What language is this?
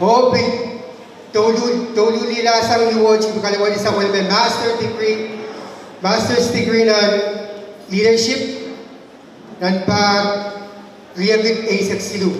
Pohnpeian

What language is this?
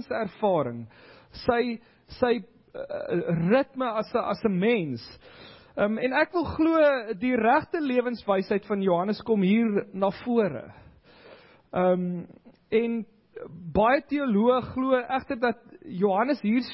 Afrikaans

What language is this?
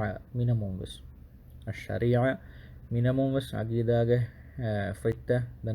Divehi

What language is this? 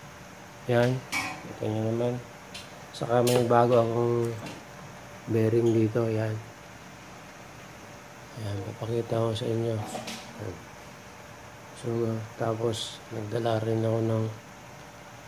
Filipino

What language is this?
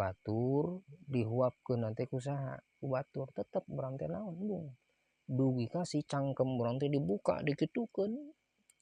Sundanese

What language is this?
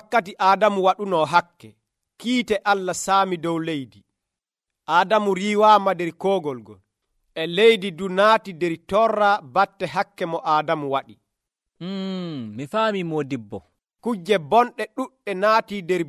Nigerian Fulfulde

